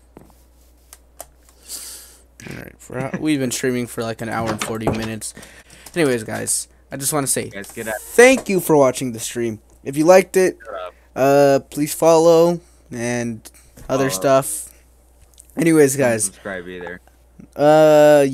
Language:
English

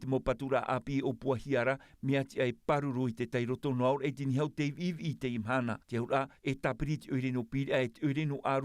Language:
Tahitian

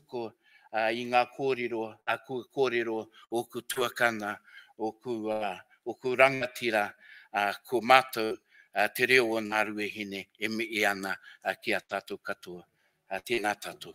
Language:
Māori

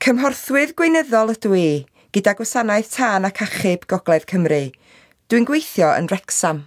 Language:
Welsh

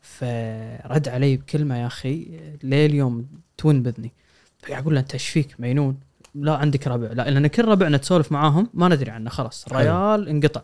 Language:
Gulf Arabic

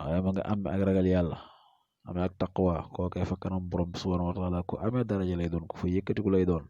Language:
Wolof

